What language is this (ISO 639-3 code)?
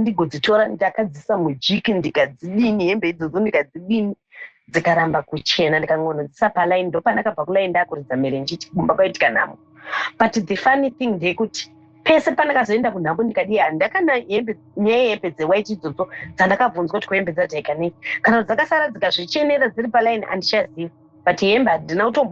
sna